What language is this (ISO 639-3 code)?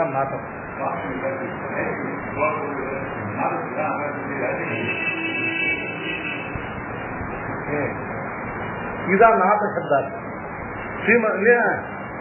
tam